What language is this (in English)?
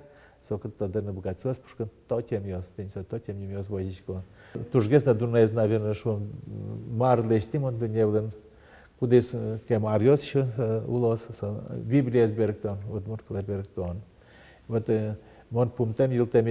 Udmurt